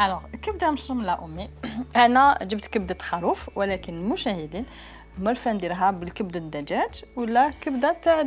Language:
Algerian Arabic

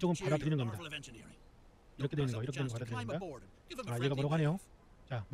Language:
Korean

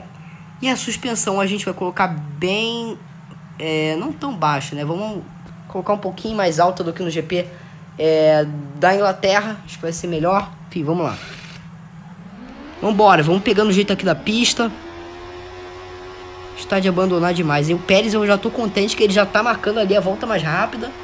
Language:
Portuguese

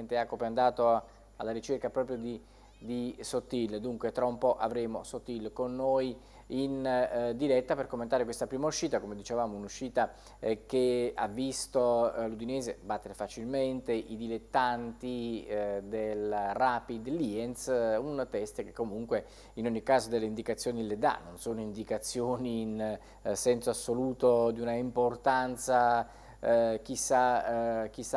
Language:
Italian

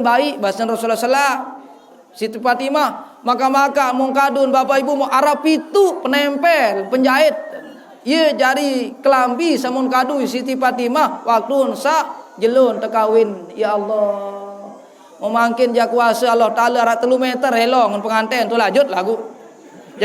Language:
Sasak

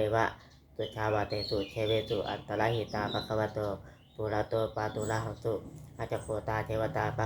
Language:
Pali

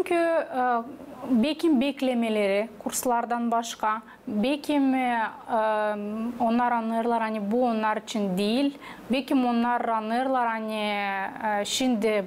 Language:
Gagauz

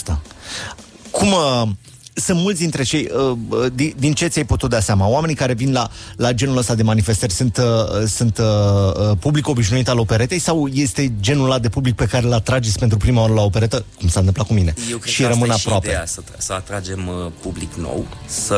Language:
Romanian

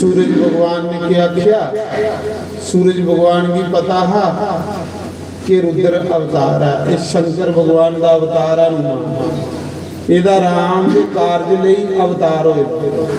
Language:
Dogri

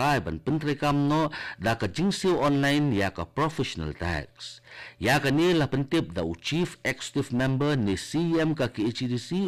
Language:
Khasi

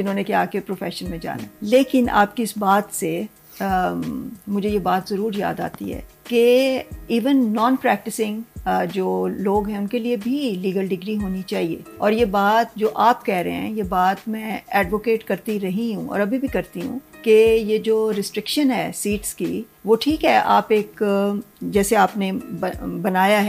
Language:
Urdu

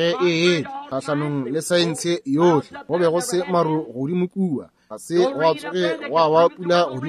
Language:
Northern Sotho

